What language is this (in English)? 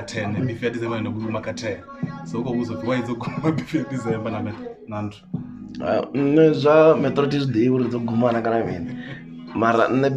Venda